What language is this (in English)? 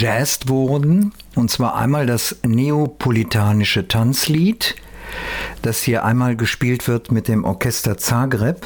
German